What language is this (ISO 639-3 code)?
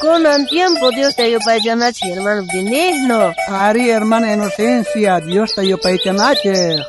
quh